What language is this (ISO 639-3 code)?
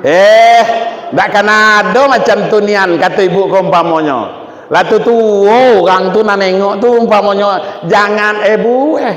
min